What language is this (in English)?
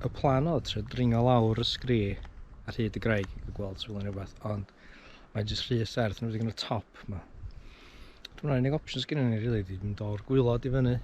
Welsh